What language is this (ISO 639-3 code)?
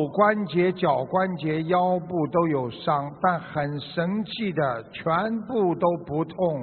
zho